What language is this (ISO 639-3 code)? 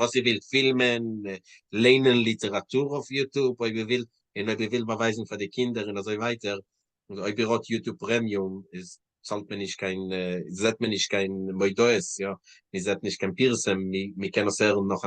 yid